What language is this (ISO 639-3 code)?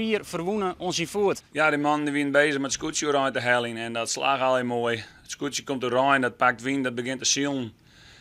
fry